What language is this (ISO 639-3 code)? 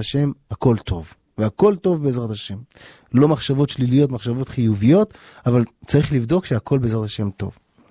heb